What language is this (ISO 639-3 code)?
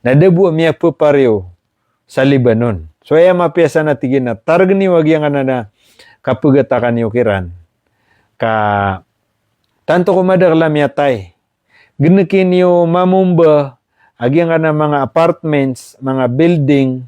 mrw